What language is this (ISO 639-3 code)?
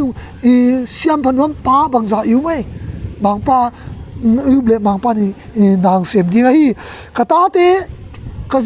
ctd